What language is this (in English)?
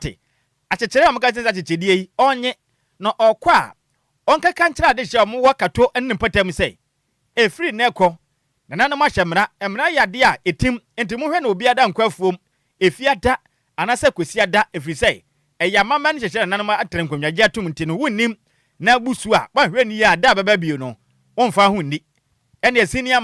Akan